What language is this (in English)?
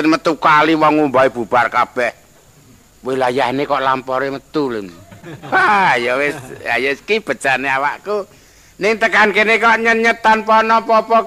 Javanese